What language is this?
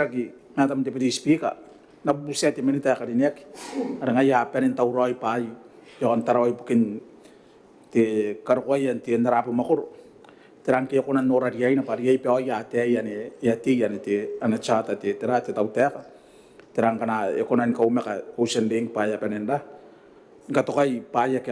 Gilbertese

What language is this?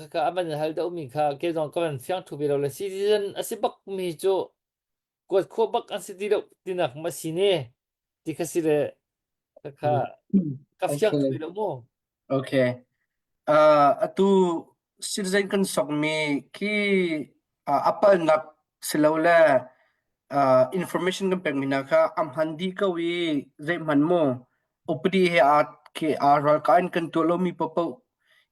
Hakha Chin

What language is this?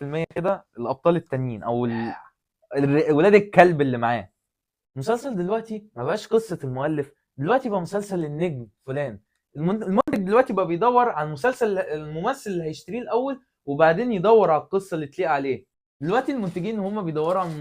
Egyptian Arabic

